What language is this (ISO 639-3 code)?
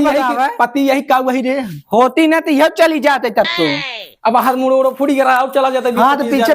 awa